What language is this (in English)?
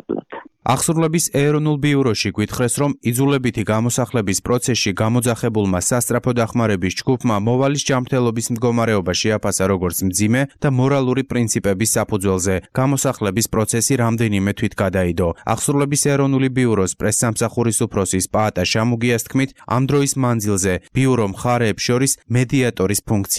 Georgian